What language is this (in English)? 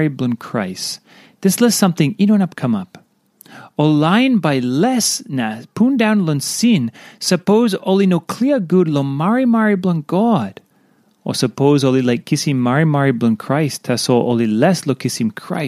Tok Pisin